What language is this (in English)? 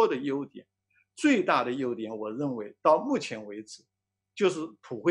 Chinese